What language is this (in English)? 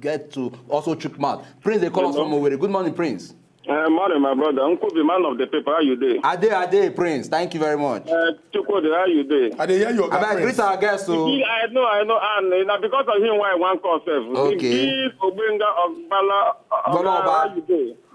Nigerian Pidgin